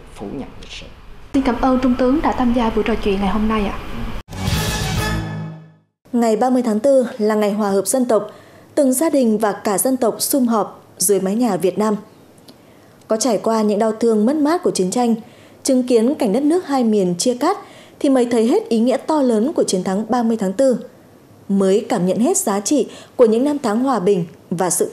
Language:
Vietnamese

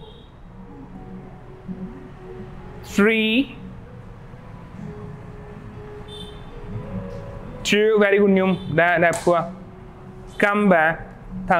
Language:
Vietnamese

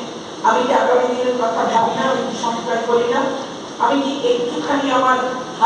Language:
Bangla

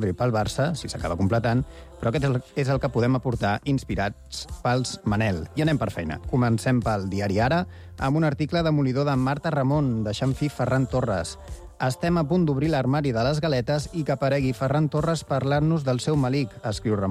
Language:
Catalan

